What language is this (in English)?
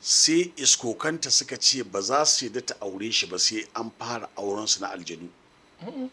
Hausa